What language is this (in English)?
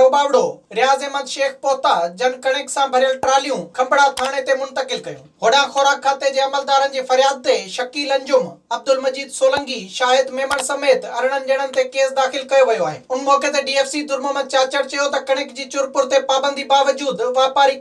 Sindhi